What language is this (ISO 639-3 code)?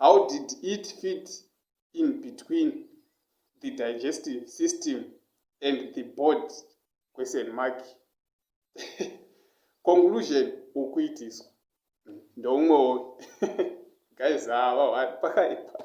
sna